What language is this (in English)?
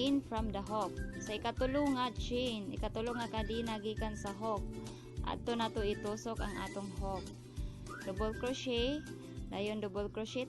Cebuano